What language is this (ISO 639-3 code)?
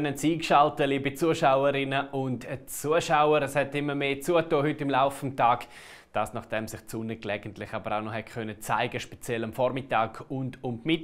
gsw